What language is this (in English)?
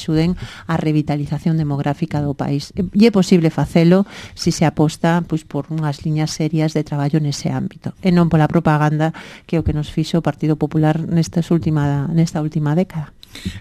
Galician